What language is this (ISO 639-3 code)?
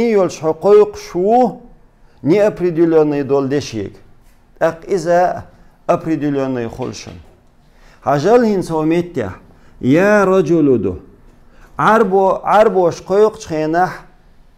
che